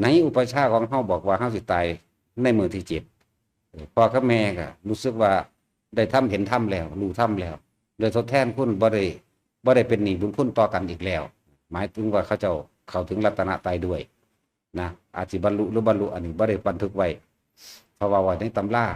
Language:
Lao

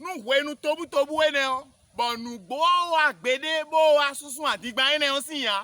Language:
Fon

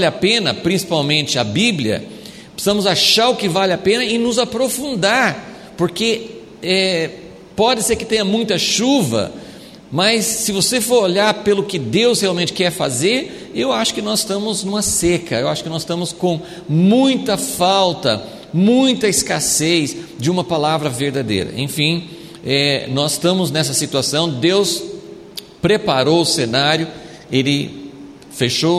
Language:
Portuguese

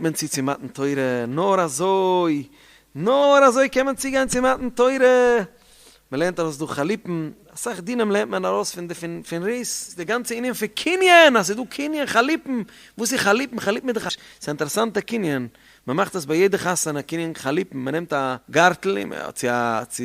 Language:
Yiddish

